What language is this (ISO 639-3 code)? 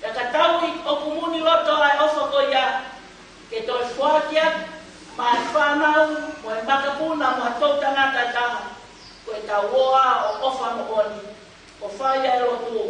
ton